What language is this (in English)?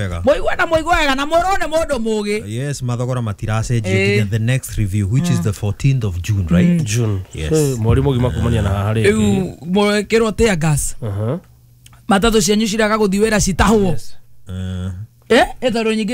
Kikuyu